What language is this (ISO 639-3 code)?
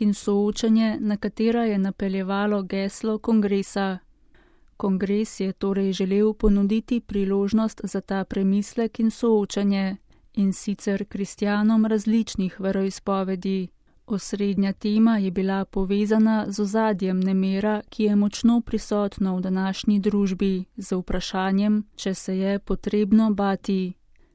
slv